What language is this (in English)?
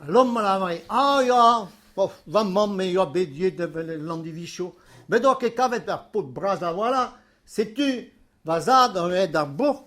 Breton